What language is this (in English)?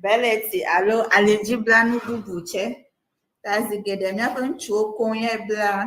Ewe